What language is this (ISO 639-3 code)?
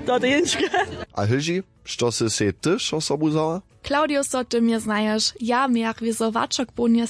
hsb